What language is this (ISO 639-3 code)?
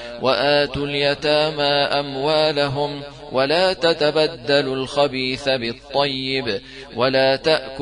ara